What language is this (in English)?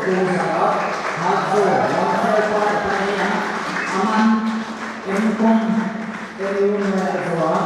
Paite Chin